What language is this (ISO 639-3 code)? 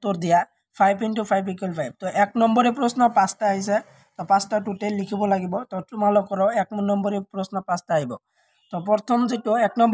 asm